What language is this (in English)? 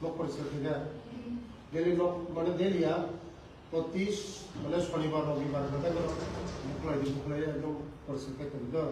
Kok Borok